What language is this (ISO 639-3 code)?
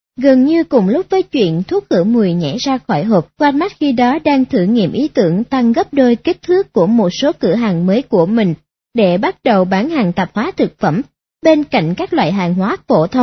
vie